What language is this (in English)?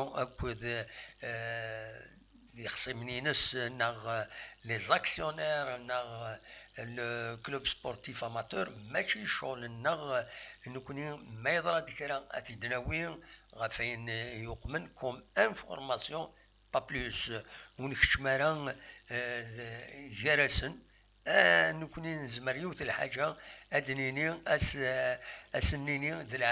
Kabyle